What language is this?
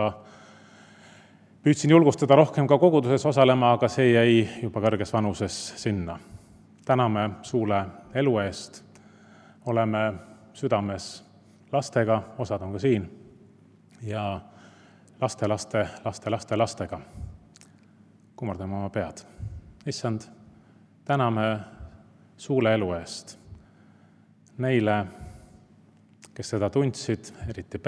Estonian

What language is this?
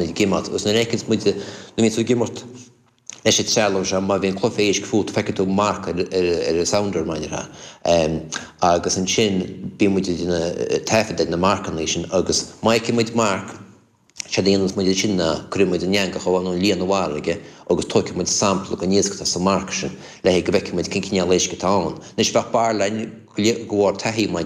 Irish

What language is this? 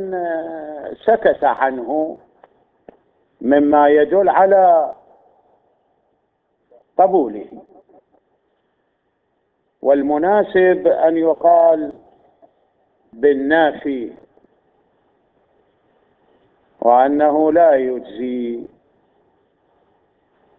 Arabic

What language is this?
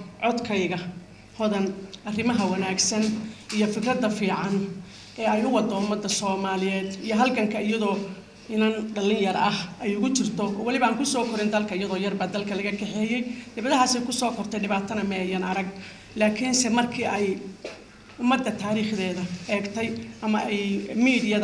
Somali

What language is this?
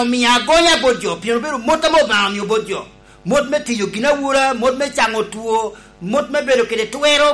Lango (Uganda)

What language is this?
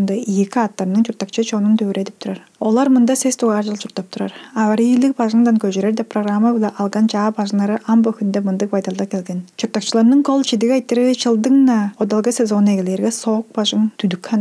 Tuvinian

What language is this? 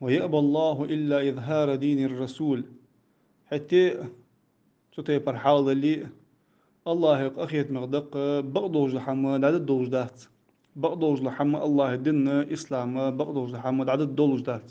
Ingush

